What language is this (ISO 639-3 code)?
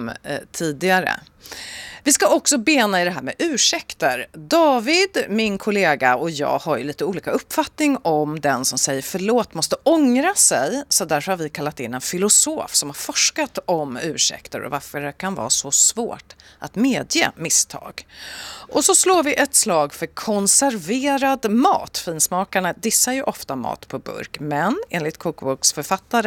swe